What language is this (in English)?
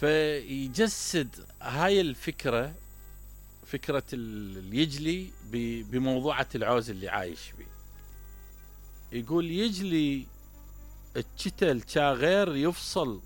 Mesopotamian Arabic